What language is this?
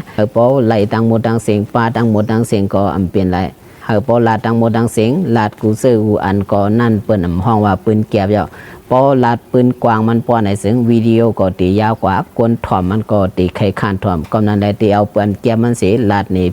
Shan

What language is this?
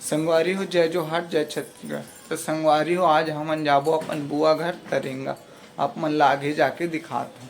Chhattisgarhi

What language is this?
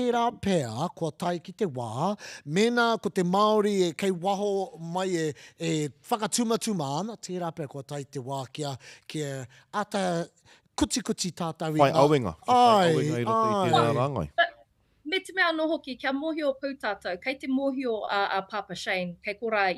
Māori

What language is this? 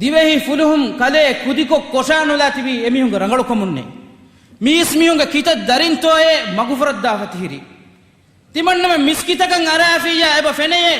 Divehi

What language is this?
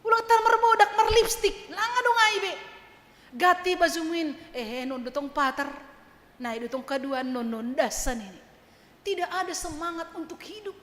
Batak Simalungun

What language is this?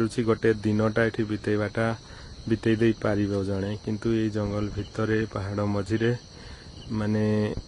Odia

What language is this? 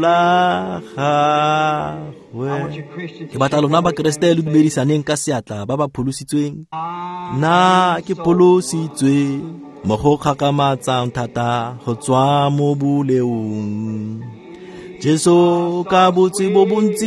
Tswana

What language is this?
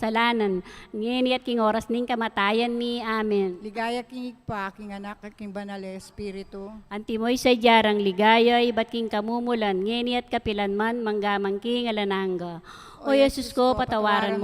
Pampanga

